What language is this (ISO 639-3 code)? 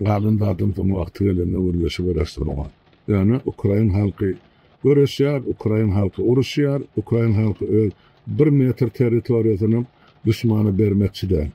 tuk